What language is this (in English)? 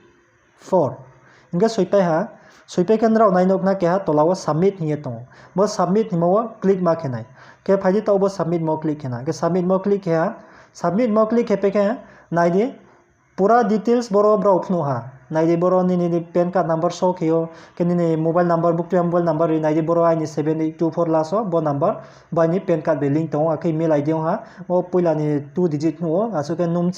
Riang (India)